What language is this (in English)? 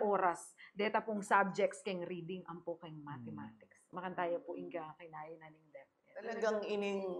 Pampanga